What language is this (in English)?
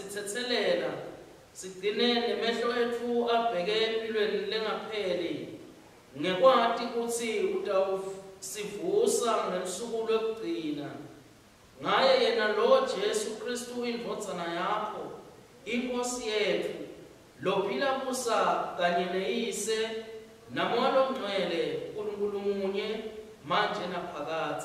Swati